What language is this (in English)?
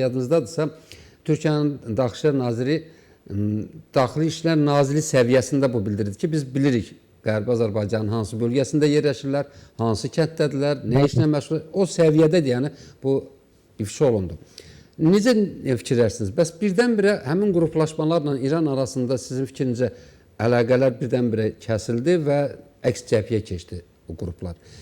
Azerbaijani